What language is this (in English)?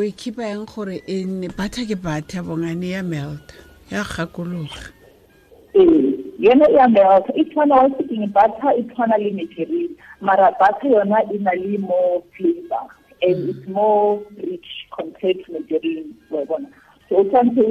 Tswana